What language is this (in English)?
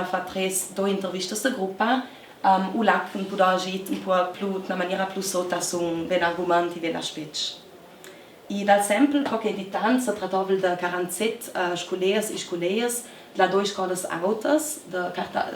Ladin